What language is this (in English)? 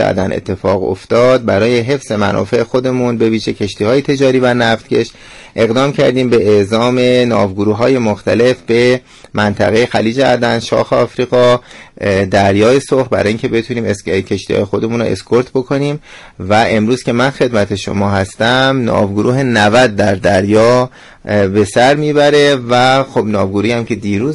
Persian